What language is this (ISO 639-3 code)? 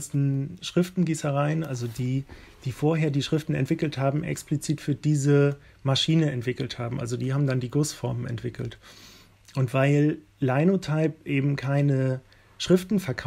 deu